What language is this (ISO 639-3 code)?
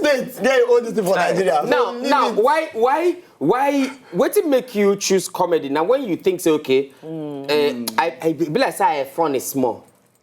pcm